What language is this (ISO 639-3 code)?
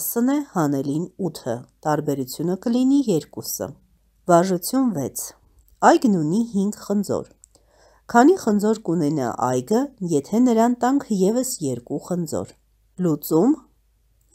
hye